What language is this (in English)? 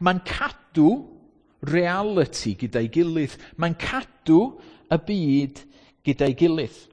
Welsh